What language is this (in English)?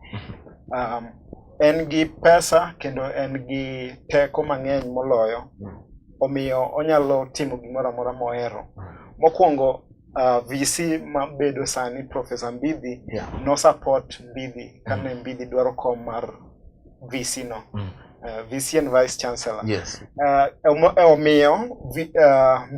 Luo (Kenya and Tanzania)